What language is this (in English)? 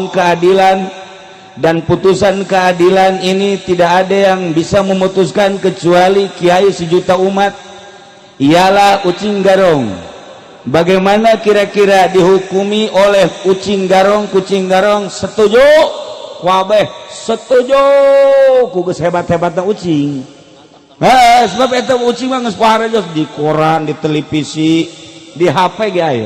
Sundanese